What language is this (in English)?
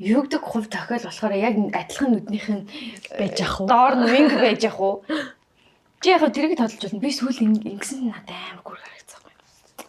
Mongolian